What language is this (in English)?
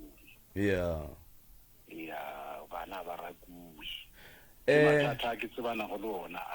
Northern Sotho